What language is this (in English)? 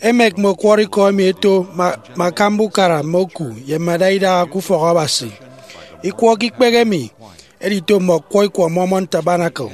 Efik